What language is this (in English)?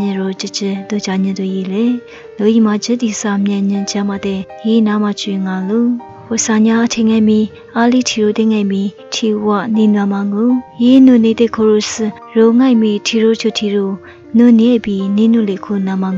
Lisu